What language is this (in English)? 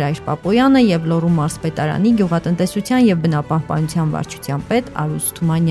Armenian